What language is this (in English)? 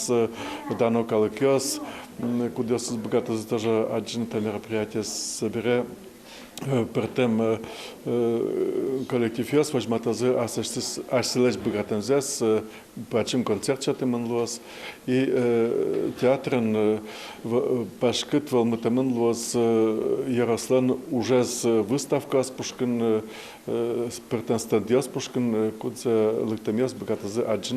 Udmurt